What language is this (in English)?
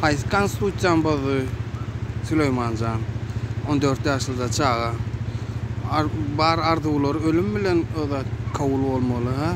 Turkmen